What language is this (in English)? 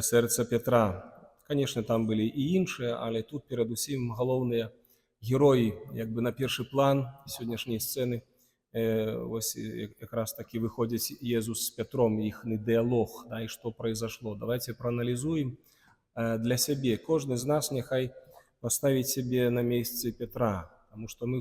Belarusian